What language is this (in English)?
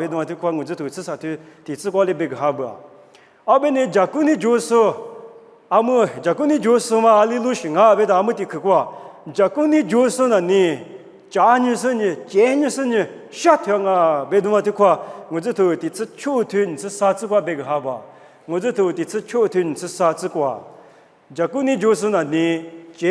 Lisu